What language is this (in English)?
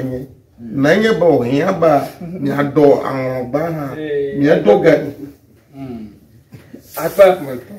Ewe